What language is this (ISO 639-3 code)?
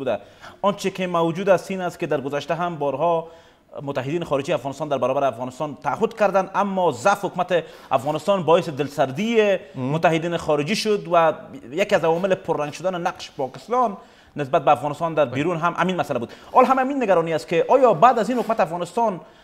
fas